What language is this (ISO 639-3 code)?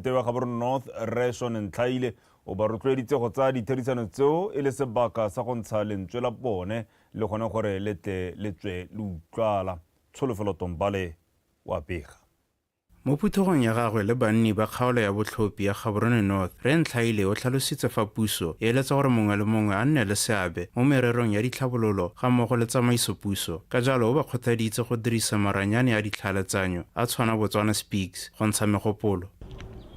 tsn